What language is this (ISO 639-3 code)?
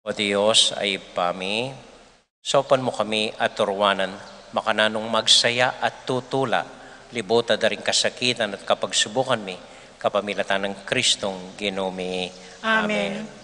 pam